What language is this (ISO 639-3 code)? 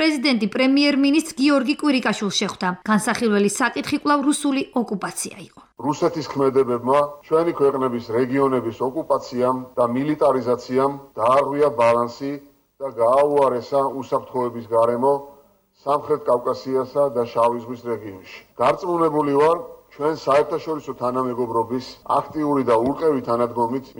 kat